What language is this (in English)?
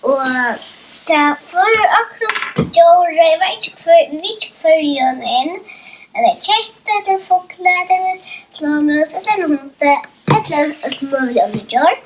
Faroese